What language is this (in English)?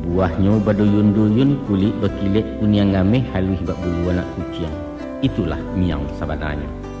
Minangkabau